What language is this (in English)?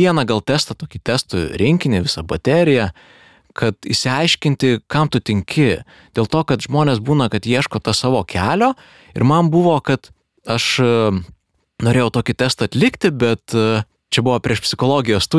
Lithuanian